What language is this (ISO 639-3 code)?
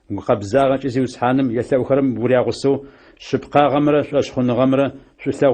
ady